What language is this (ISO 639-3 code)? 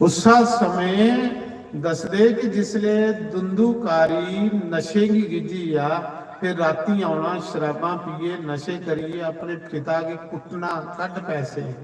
doi